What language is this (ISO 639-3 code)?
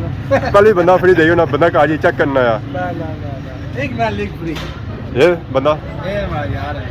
phr